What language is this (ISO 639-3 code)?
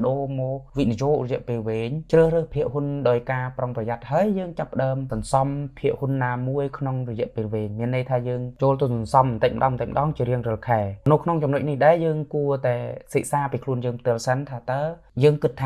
khm